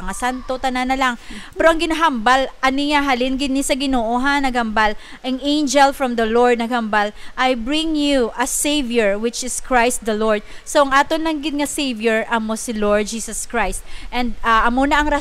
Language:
Hiligaynon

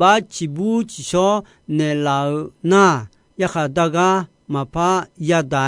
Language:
Akha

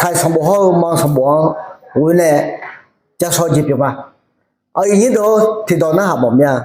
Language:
Akha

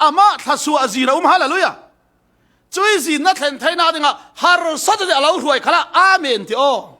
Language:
Falam Chin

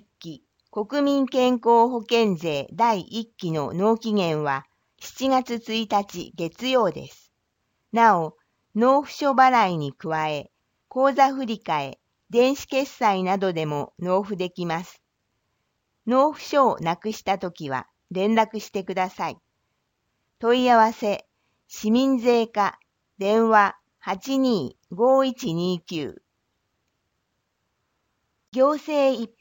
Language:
Japanese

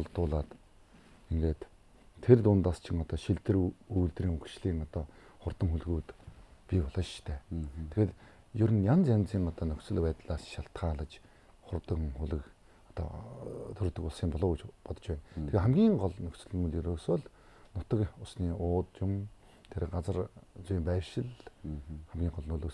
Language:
Mongolian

